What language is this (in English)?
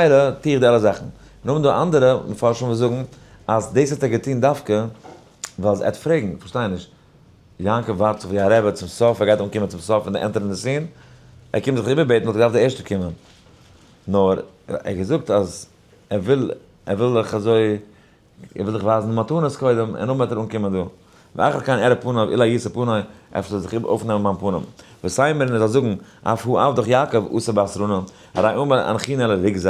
Yiddish